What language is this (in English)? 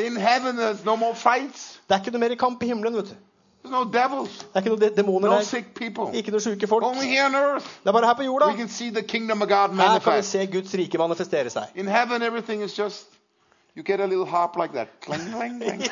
Norwegian